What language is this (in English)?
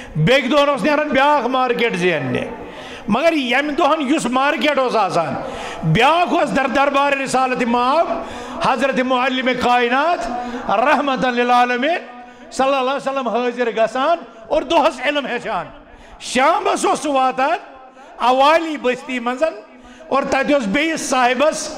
Kashmiri